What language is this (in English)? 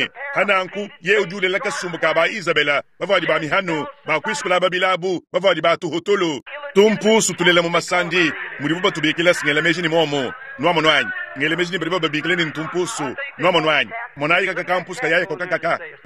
Luba-Lulua